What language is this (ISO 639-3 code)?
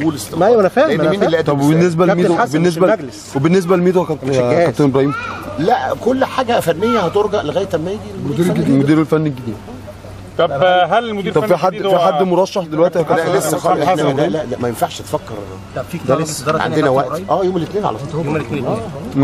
arz